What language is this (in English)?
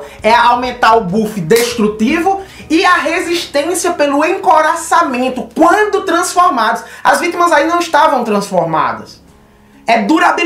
Portuguese